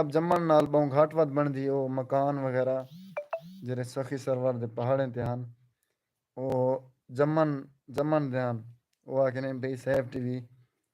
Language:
Saraiki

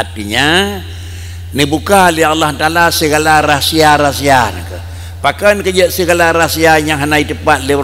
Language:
Achinese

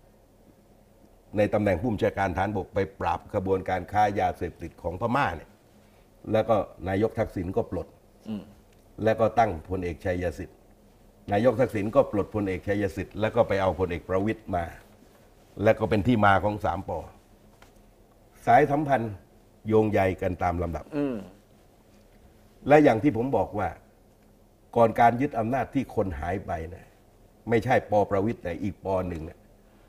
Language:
Thai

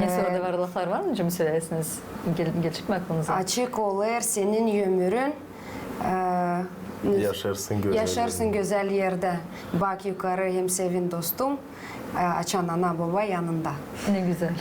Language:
Gagauz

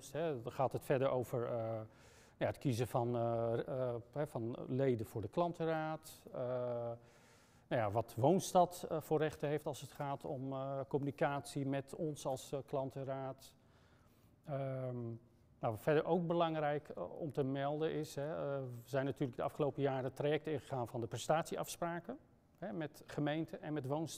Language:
Dutch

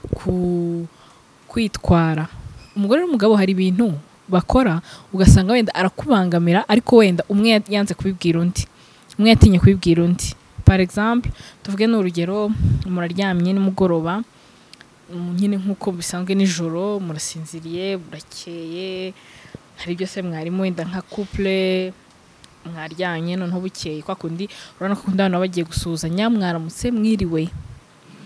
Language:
Kinyarwanda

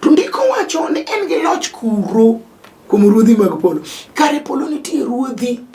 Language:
Luo (Kenya and Tanzania)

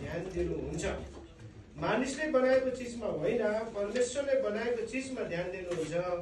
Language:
Nepali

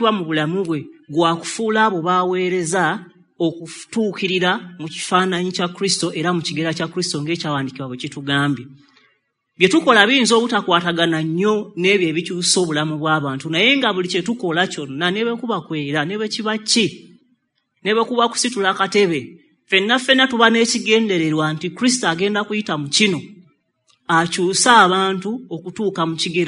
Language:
Ganda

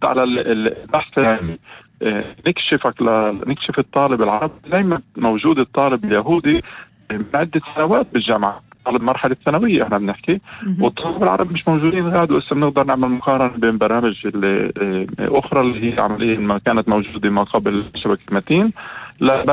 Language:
North Levantine Arabic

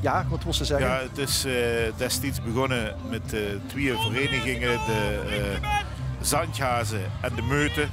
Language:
Limburgish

